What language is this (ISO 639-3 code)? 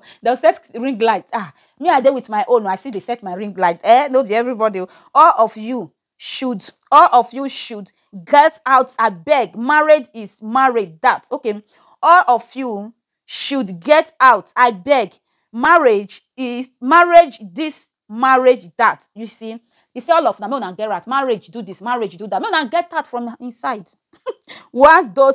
pcm